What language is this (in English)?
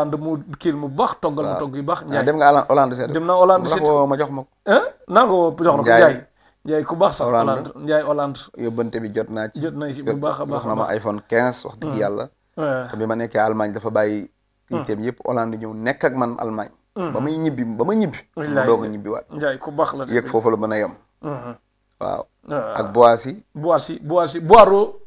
Wolof